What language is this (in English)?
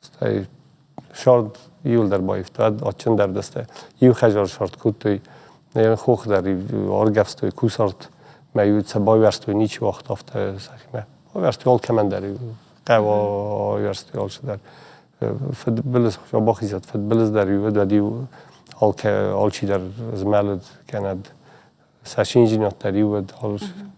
Ossetic